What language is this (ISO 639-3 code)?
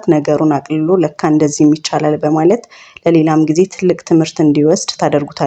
amh